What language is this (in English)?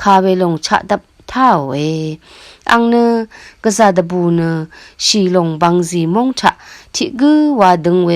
Rawang